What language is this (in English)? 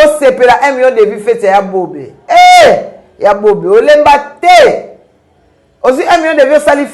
Lingala